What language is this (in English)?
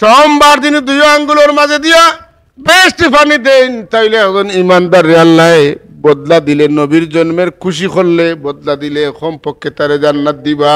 Sylheti